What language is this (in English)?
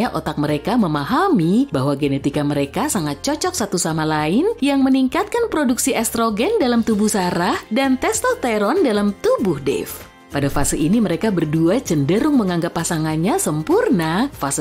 Indonesian